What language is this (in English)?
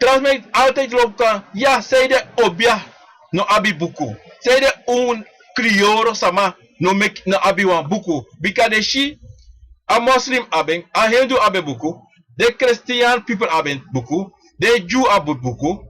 Sranan Tongo